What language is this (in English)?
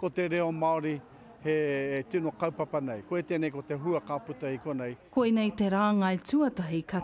Māori